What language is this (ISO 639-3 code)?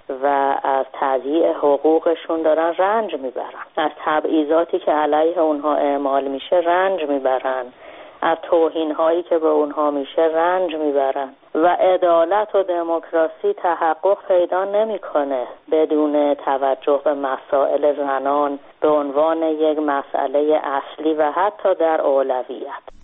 fas